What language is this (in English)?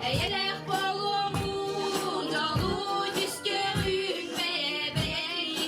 Yakut